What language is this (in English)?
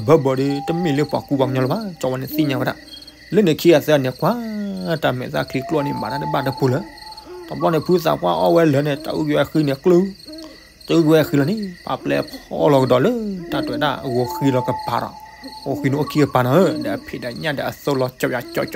S'gaw Karen